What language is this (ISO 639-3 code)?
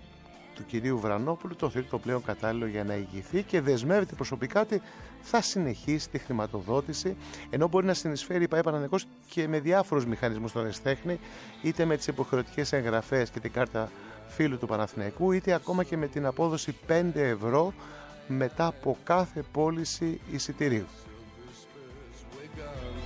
ell